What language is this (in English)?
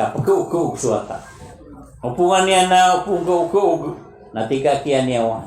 Maranao